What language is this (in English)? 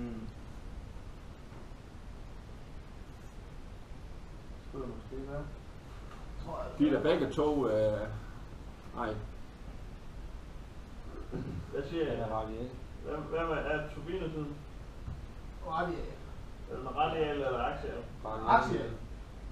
Danish